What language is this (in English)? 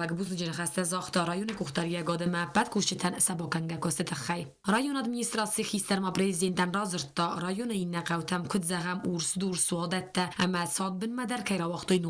Ossetic